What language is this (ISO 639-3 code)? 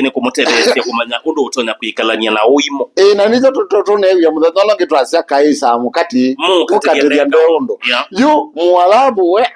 kam